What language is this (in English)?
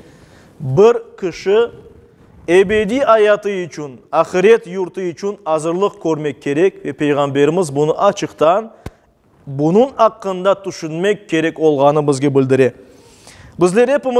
Crimean Tatar